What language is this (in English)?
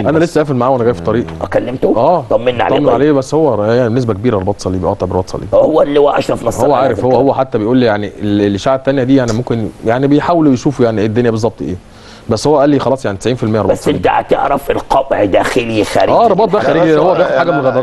Egyptian Arabic